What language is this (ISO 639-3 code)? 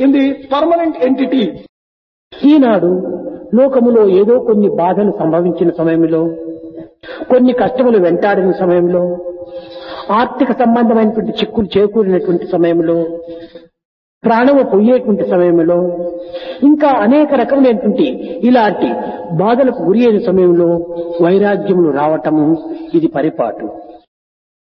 tel